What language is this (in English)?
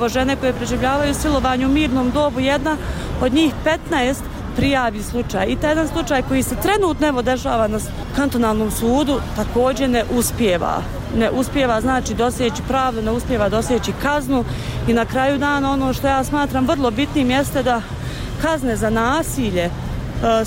Bosnian